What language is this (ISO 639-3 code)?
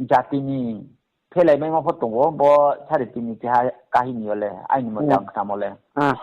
ria